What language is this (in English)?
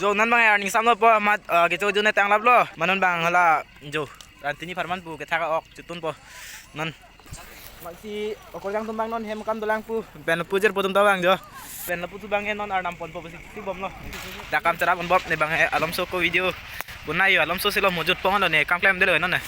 Karbi